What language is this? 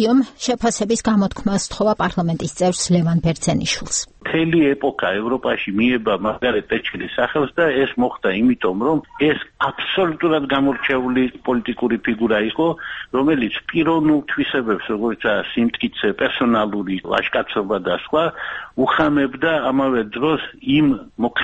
Georgian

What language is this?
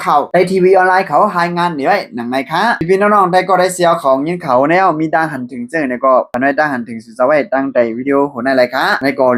Shan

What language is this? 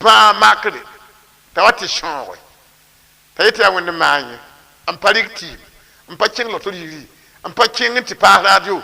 Mossi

